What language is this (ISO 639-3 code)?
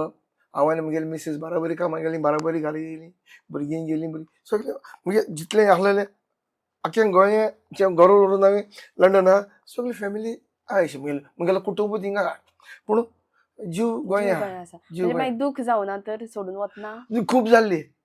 kok